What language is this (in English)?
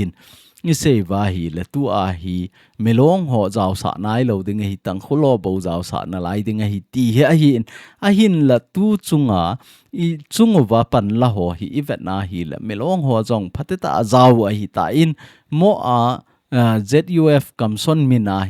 Thado Chin